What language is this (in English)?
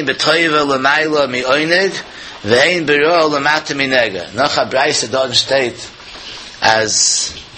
Yiddish